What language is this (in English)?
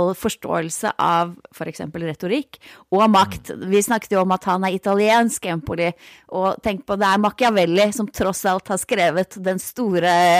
Norwegian